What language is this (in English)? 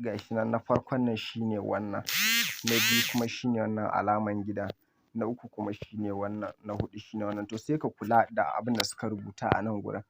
Hausa